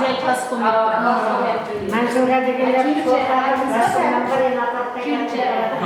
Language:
Kara-Kalpak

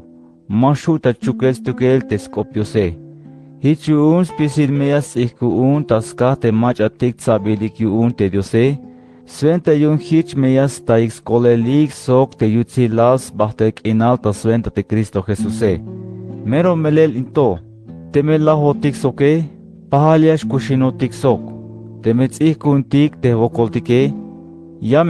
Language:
Tzeltal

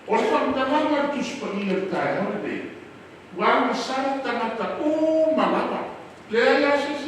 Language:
Samoan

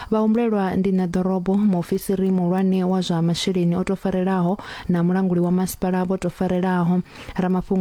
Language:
Venda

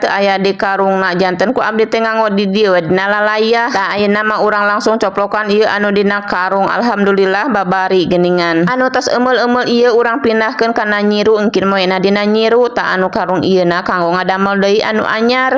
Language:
Sundanese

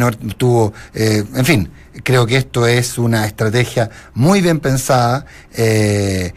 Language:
Spanish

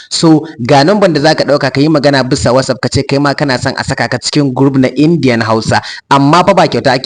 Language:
Hausa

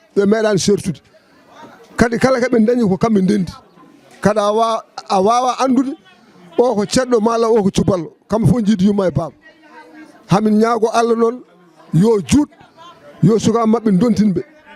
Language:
Fula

